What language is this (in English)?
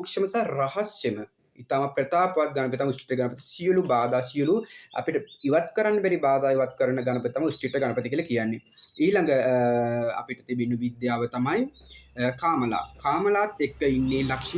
Sinhala